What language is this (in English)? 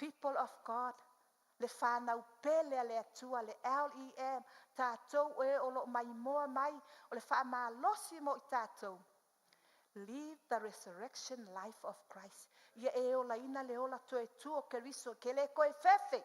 Samoan